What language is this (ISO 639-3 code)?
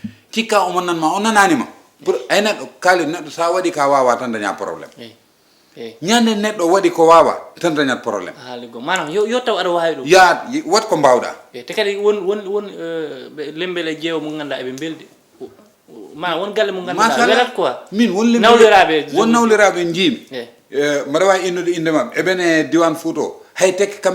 ful